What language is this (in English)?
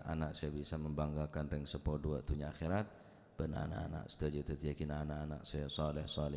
Madurese